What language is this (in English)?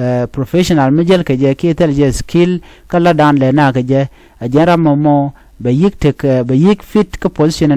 Nuer